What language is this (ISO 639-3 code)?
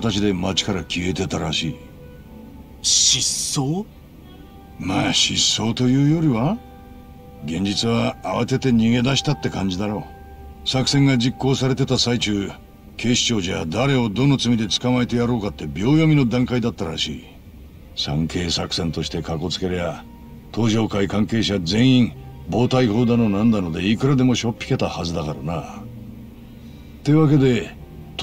jpn